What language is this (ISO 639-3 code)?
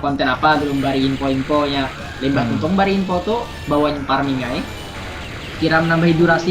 bjn